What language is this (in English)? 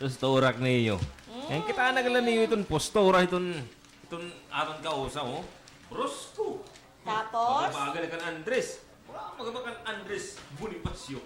Waray